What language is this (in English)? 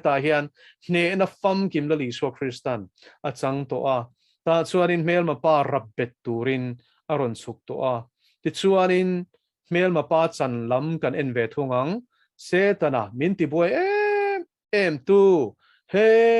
Mizo